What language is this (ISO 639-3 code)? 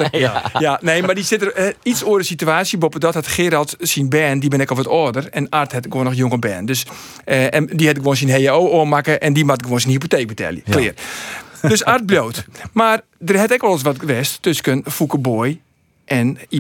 fry